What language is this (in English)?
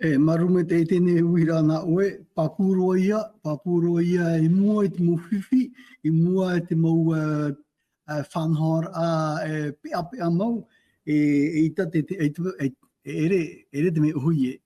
Tahitian